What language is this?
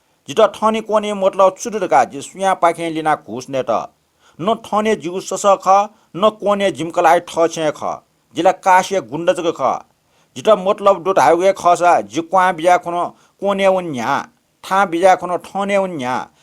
Newari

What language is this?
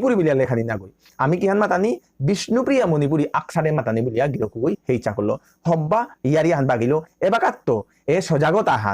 Bishnupriya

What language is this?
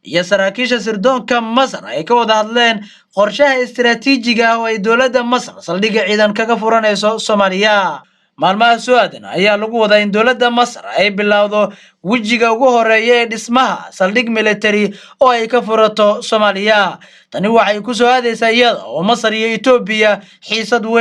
Somali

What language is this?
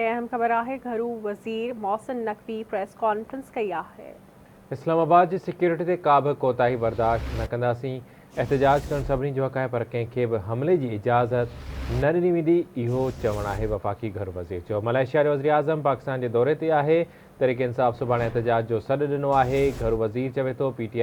Sindhi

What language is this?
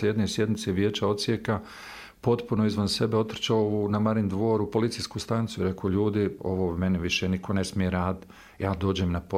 Bosnian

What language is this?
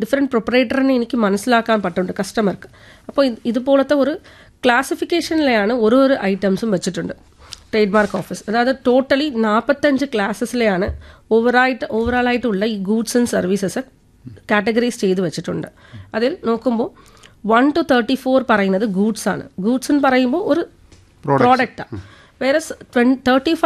Malayalam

